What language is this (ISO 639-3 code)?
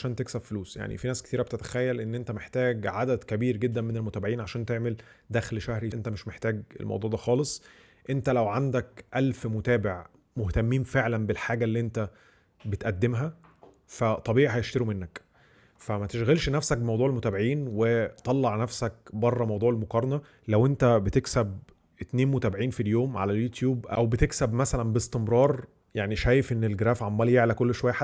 arz